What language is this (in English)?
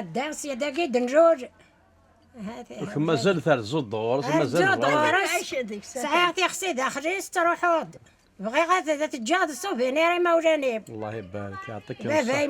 Kabyle